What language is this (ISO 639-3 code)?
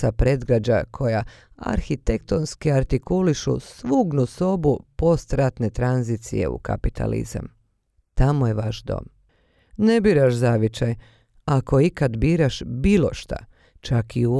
bos